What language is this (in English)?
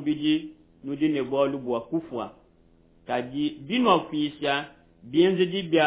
Luba-Lulua